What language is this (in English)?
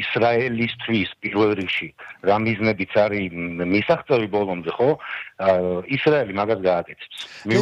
Georgian